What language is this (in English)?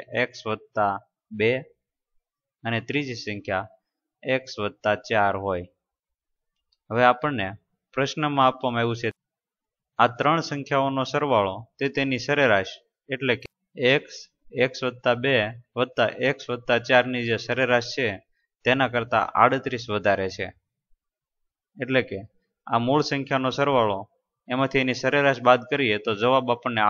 Gujarati